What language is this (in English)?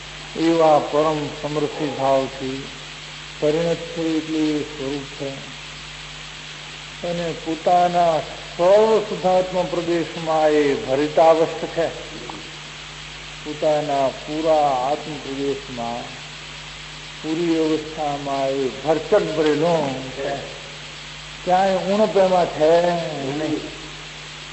Gujarati